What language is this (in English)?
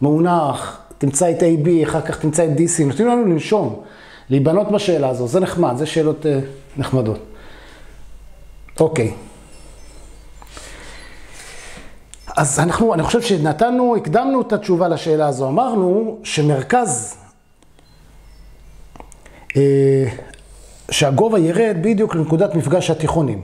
Hebrew